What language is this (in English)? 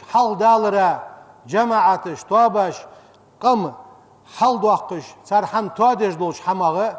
Ingush